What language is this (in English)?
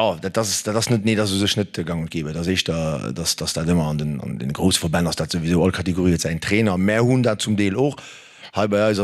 Luxembourgish